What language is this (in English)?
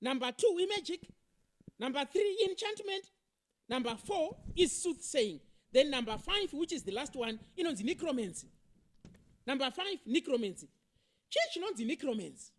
Shona